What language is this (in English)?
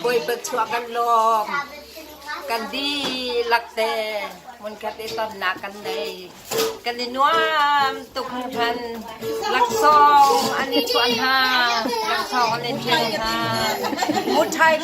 Hakha Chin